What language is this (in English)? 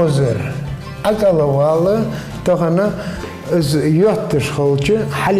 Ingush